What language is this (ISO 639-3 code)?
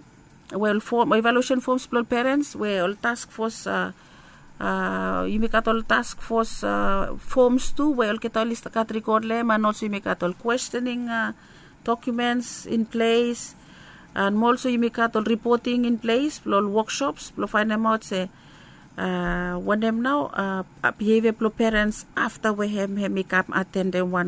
bis